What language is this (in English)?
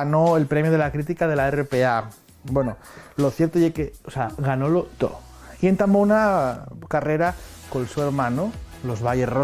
Asturian